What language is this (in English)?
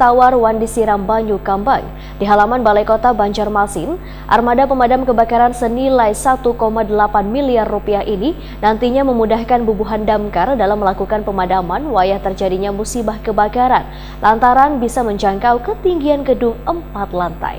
Banjar